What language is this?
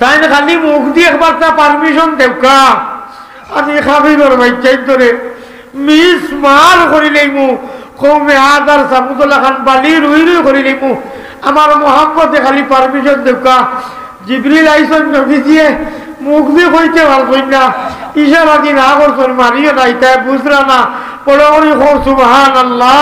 Sylheti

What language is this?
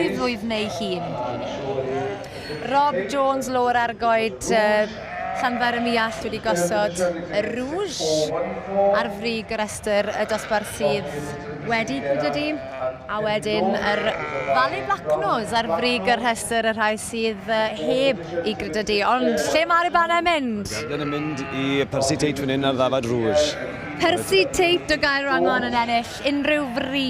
Welsh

